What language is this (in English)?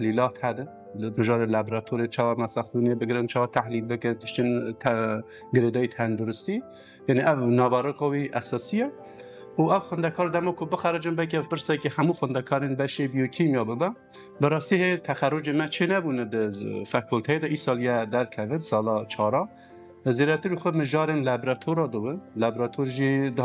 Kurdish